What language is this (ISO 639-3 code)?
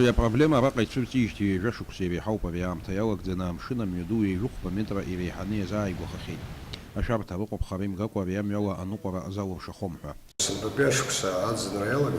abk